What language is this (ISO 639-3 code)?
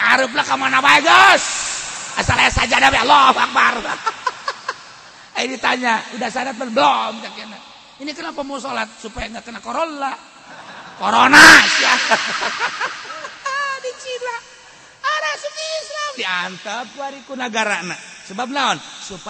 sun